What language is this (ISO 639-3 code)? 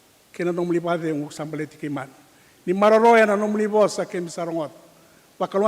fij